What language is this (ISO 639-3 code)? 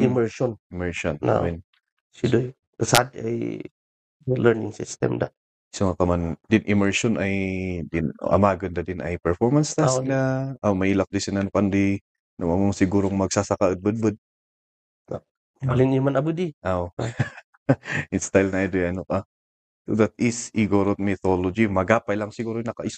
kne